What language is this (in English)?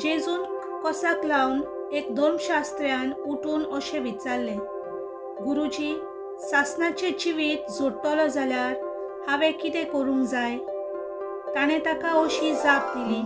Konkani